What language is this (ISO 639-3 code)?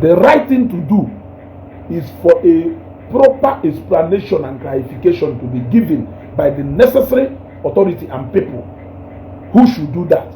ibo